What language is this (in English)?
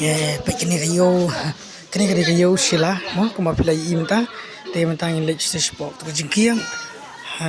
Khasi